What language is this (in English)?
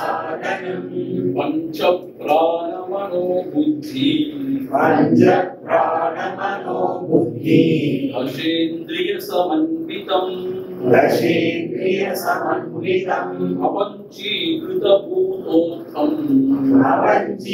Tamil